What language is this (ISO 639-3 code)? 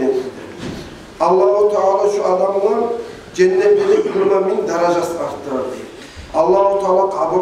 kum